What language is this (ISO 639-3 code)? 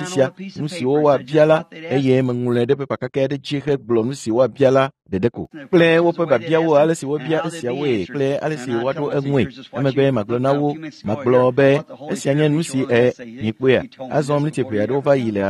ewe